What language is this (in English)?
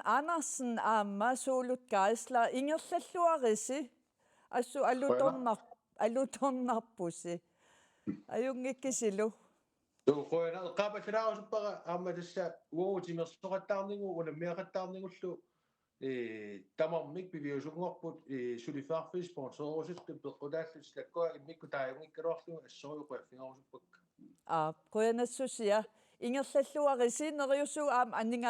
Kalaallisut